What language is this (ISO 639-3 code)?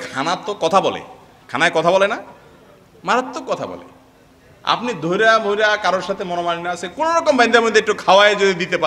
ben